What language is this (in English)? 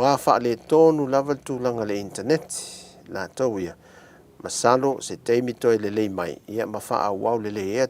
Samoan